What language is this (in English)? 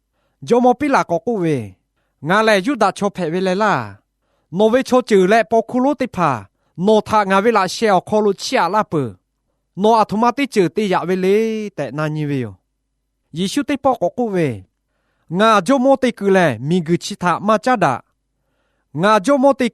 Lahu